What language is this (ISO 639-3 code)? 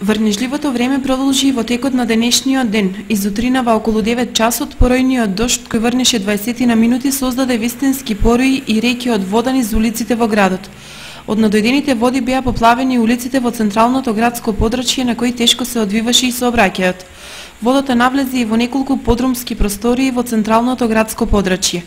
mkd